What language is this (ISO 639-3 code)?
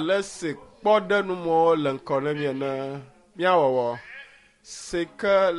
ewe